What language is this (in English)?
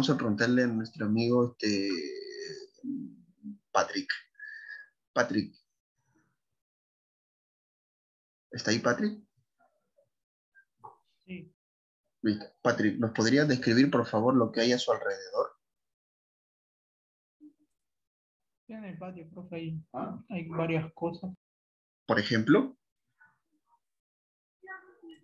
Spanish